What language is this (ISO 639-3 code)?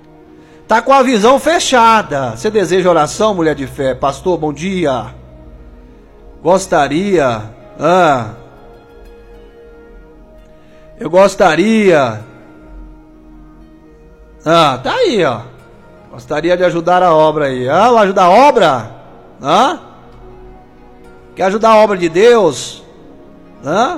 por